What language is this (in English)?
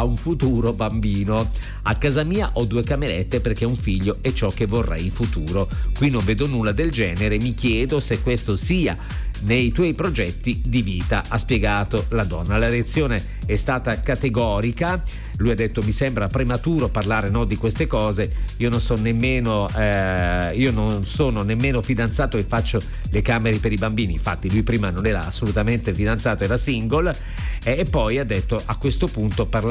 Italian